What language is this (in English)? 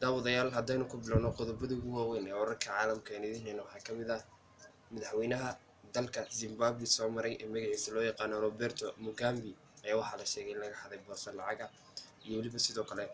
Somali